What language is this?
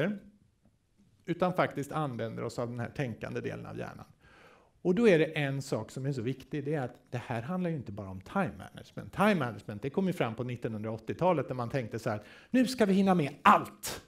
Swedish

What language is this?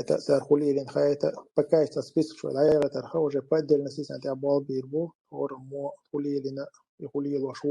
Chechen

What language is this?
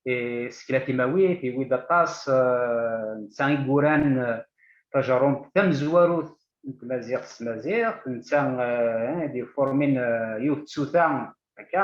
Kabyle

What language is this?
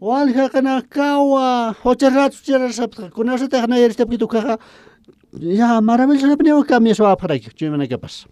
Aymara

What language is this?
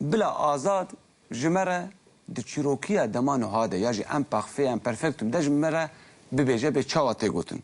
Kurdish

